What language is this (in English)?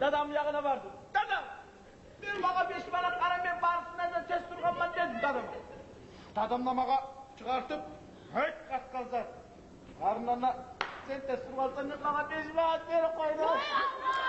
Kumyk